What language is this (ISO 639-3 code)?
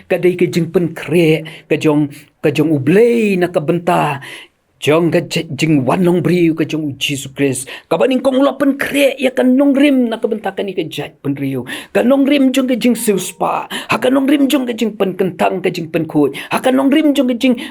kha